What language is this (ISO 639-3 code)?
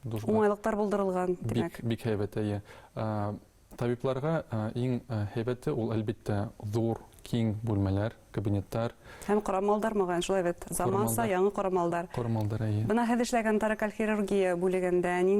bak